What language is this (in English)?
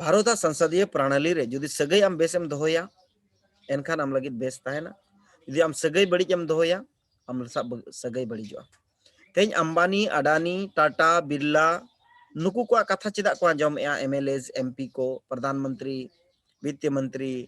Santali